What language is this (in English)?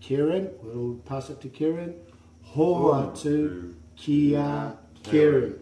Māori